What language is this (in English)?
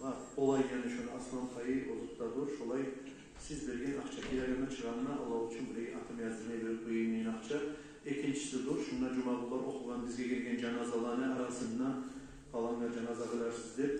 Kumyk